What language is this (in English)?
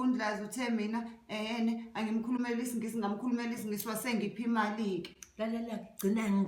Zulu